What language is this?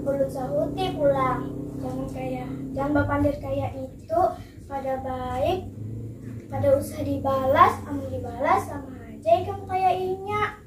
Banjar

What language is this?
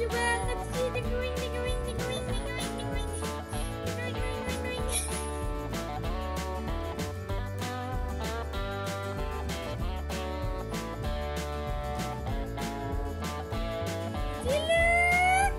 Indonesian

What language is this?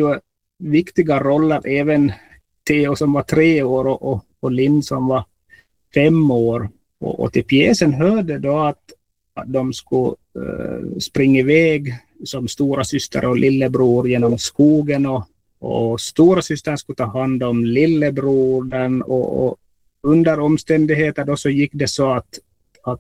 Swedish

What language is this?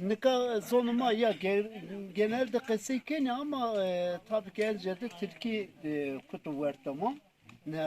Zaza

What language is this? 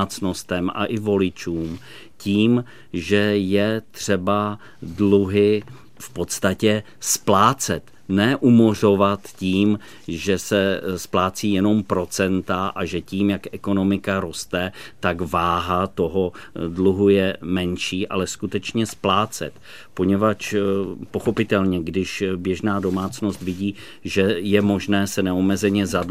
Czech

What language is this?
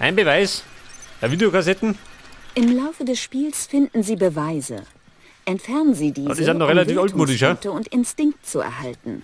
Bavarian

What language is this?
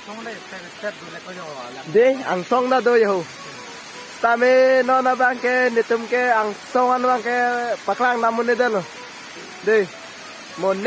Karbi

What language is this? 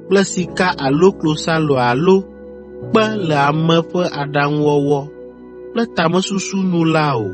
Ewe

